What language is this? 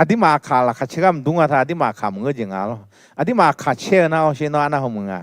Akha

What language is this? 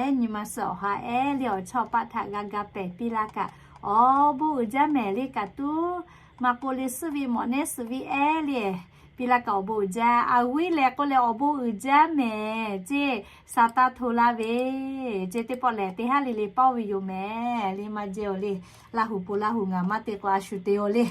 Lahu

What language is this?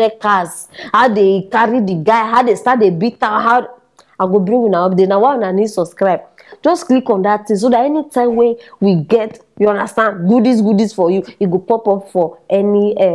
Nigerian Pidgin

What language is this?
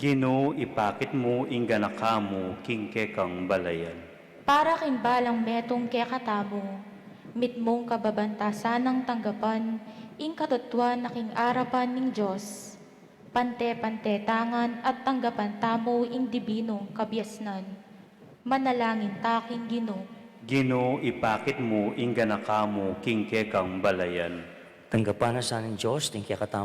Pampanga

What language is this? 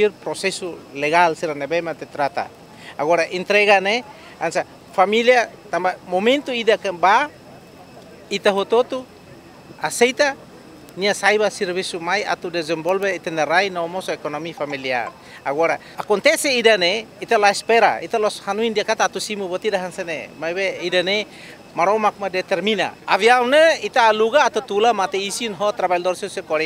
Tetum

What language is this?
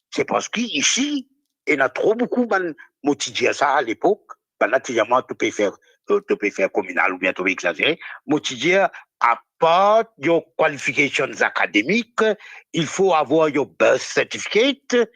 Morisyen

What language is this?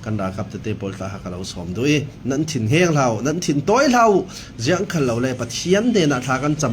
Falam Chin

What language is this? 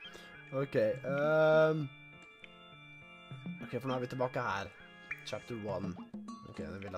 Norwegian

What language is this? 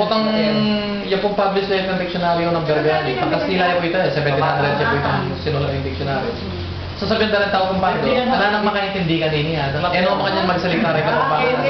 Pampanga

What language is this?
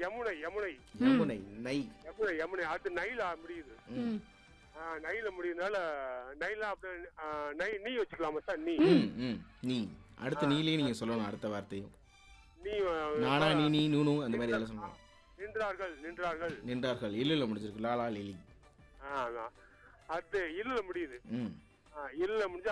Tamil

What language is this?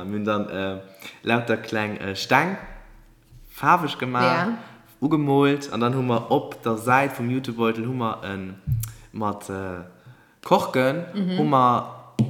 Luxembourgish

